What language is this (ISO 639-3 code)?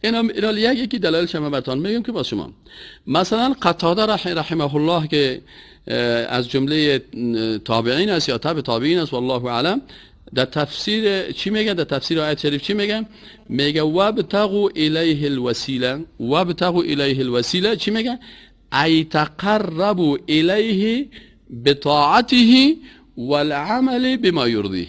fas